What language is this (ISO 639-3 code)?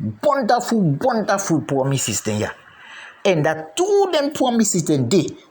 kri